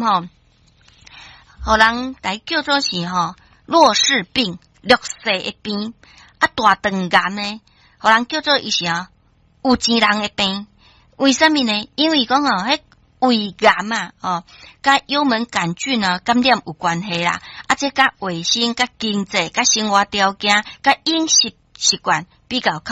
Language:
Min Nan Chinese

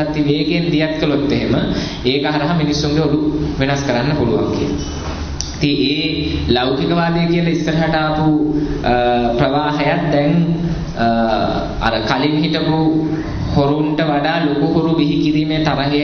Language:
Sinhala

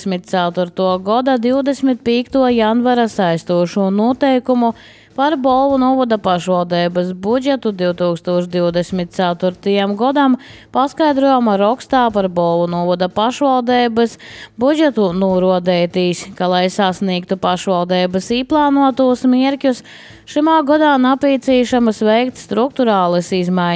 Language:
Latvian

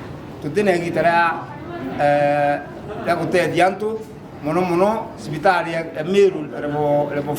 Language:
Meru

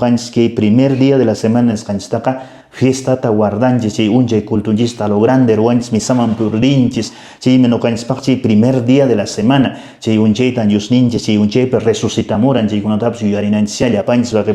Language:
Quechua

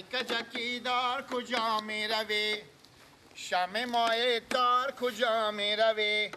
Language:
Persian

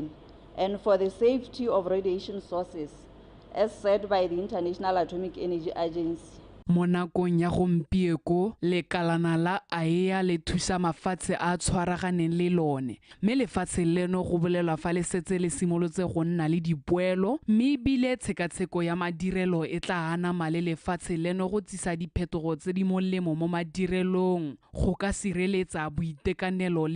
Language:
Tswana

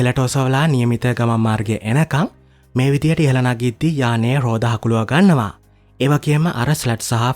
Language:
Sinhala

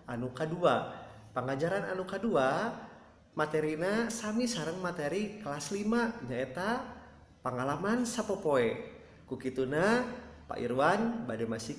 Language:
Sundanese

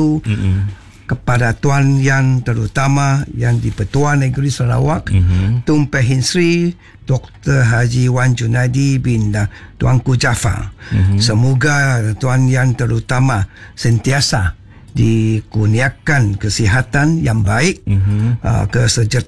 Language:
Malay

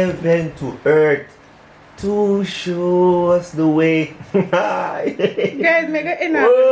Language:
Jamaican Creole English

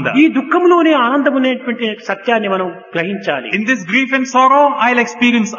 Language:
Telugu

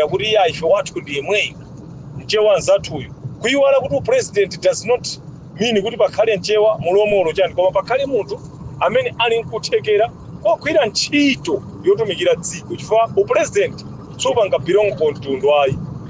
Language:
Nyanja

